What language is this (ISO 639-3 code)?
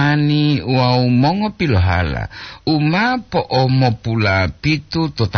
gor